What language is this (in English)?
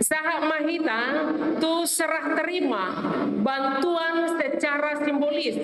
Batak Toba